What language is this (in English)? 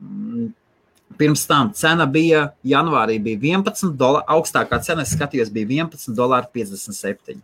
Latvian